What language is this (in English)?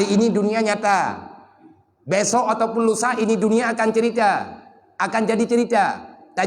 Achinese